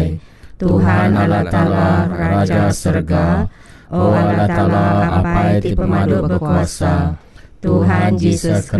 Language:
Iban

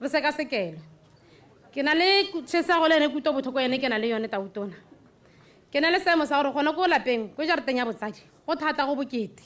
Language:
Tswana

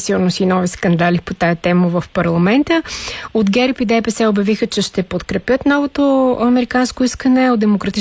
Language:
Bulgarian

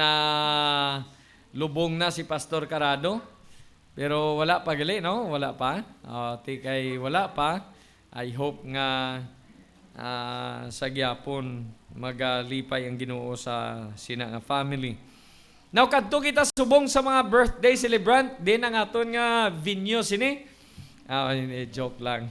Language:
Hiligaynon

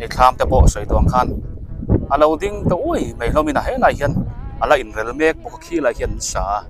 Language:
Biete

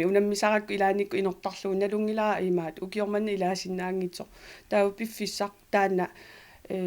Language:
Kalaallisut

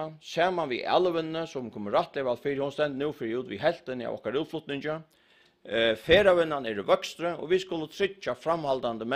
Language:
Faroese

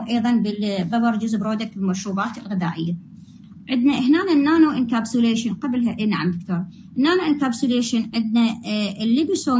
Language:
Arabic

